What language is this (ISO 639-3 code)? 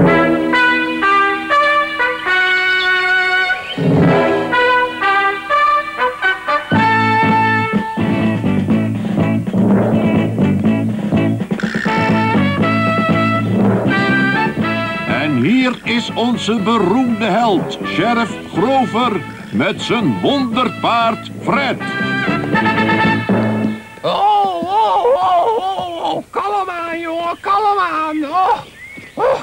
nld